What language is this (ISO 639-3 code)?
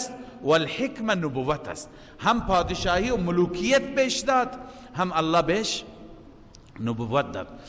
fas